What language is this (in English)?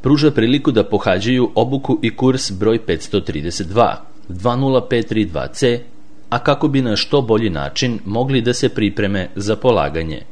Serbian